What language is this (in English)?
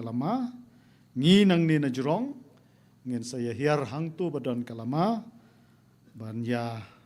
Khasi